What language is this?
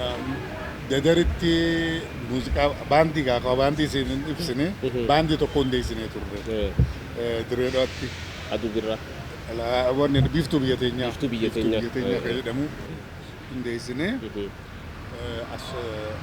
Oromo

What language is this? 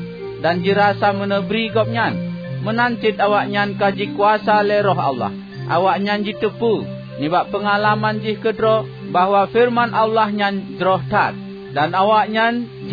Achinese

